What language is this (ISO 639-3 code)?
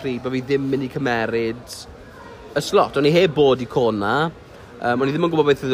cym